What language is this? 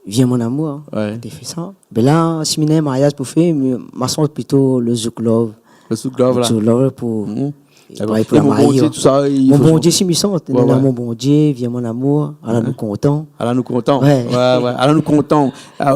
Réunion Creole French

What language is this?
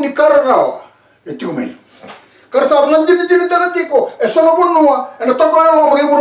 Fijian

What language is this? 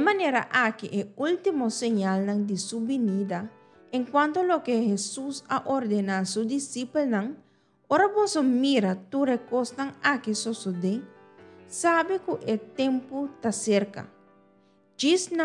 Papiamento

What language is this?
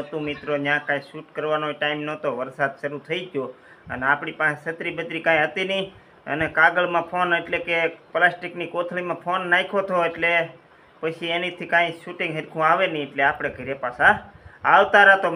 Gujarati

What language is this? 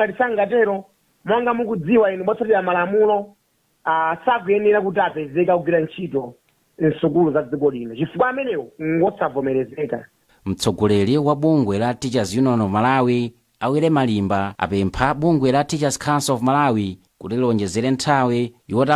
Nyanja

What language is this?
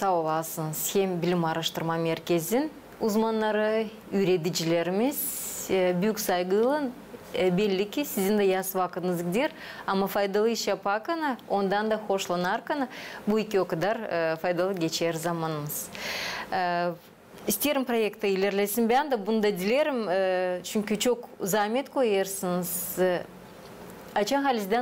Gagauz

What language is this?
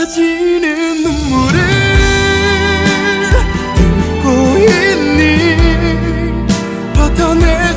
Korean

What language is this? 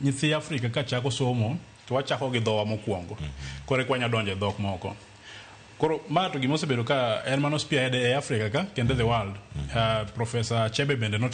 Luo (Kenya and Tanzania)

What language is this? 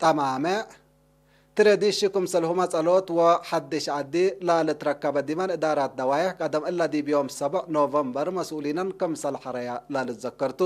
Tigre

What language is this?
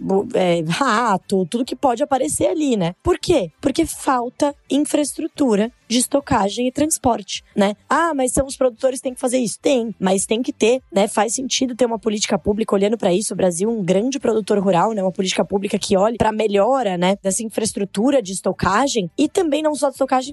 Portuguese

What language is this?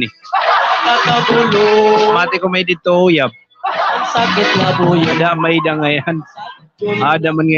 Waray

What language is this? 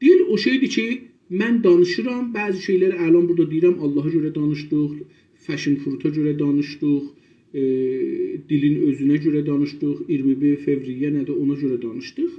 South Azerbaijani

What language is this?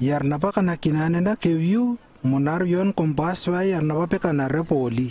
Lewo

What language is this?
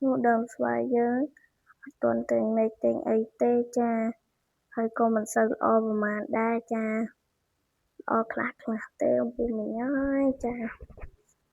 Khmer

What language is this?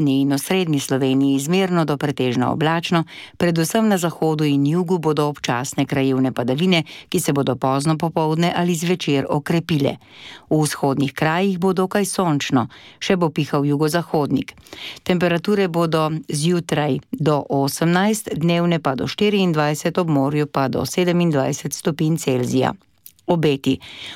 Slovenian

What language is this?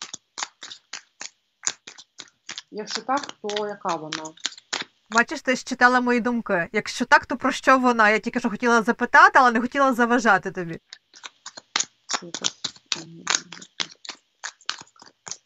Ukrainian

